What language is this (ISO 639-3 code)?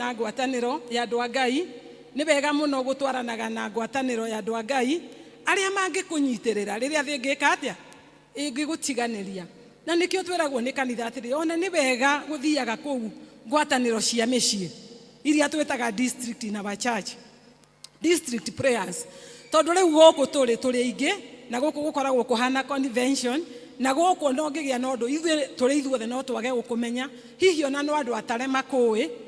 kik